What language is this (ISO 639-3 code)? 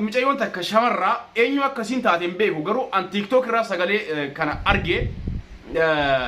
orm